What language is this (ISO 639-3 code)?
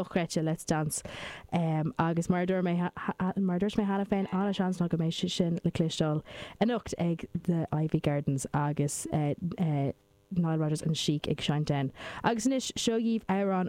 gle